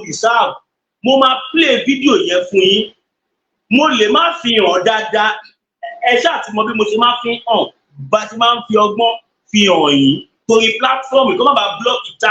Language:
Yoruba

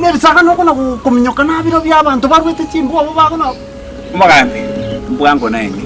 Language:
Gusii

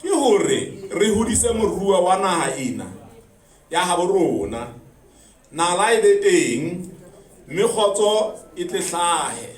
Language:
Southern Sotho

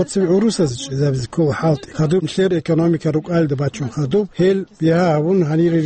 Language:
Avaric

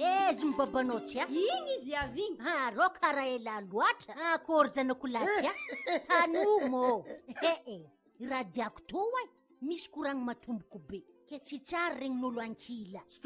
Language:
Malagasy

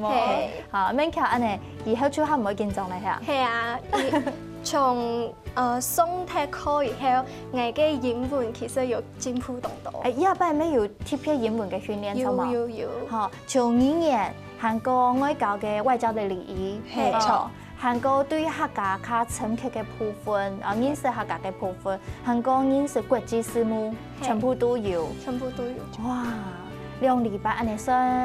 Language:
Hakka Chinese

